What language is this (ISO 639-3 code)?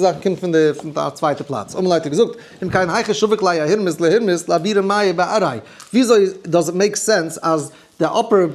yid